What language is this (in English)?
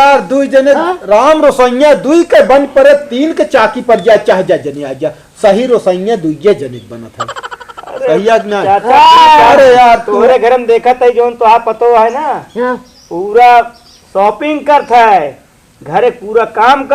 Awadhi